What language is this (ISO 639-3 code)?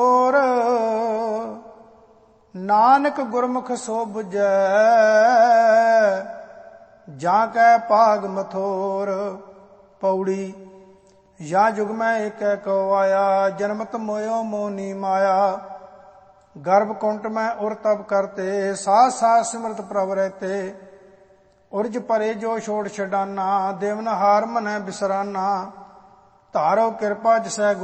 pan